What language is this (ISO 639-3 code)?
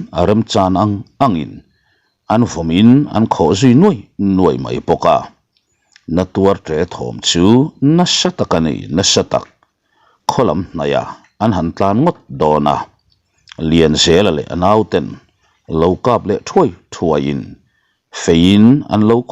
lus